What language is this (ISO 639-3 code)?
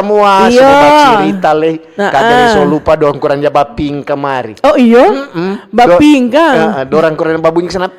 xmm